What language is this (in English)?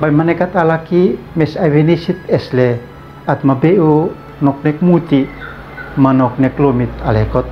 Uab Meto